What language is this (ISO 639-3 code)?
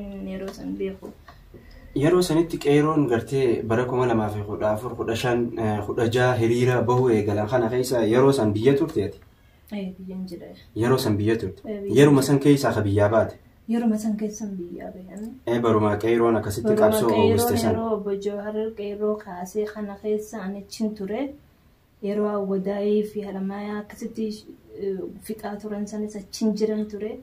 orm